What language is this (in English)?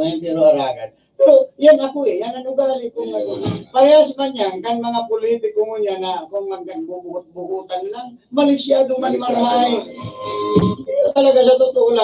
Bikol